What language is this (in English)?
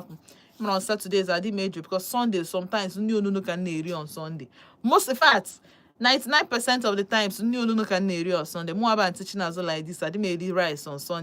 Igbo